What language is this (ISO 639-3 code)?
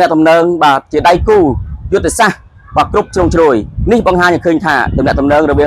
khm